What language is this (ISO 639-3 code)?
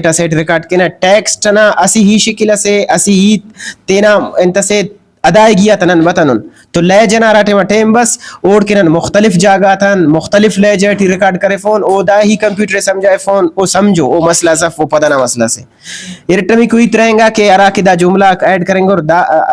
brh